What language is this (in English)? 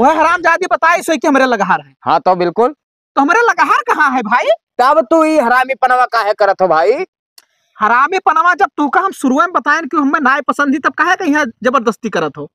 Awadhi